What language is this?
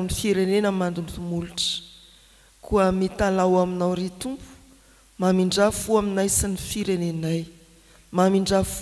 Malagasy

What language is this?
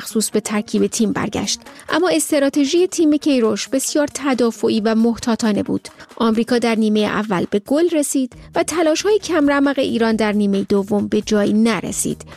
Persian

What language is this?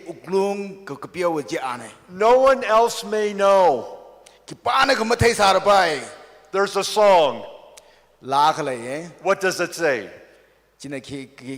Tangkhul Naga (India)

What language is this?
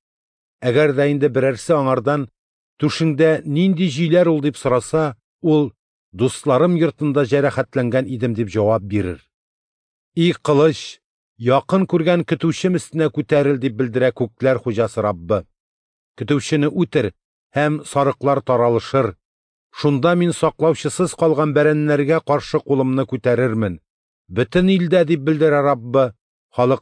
Tatar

